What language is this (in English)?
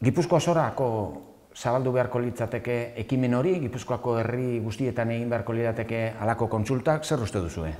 Basque